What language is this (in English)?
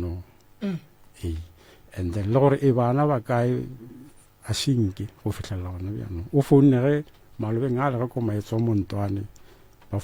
Northern Sotho